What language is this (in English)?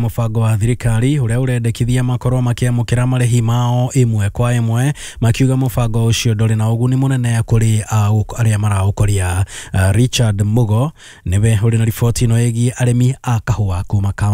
Kikuyu